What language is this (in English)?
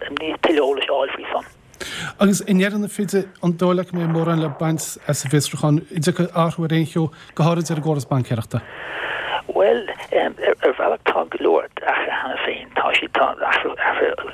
Irish